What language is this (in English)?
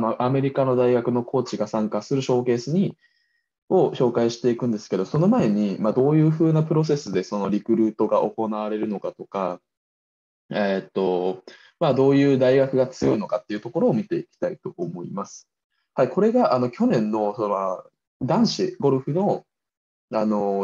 Japanese